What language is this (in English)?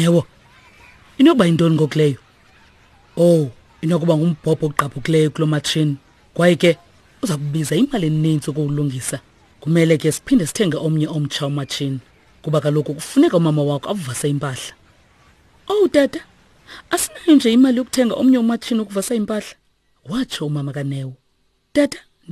Xhosa